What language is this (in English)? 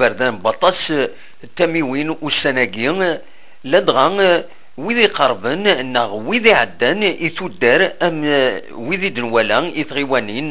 Kabyle